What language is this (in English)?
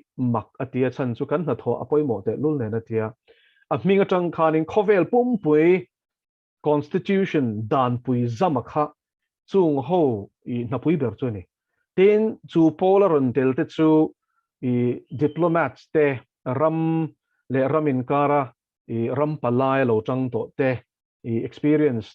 Mizo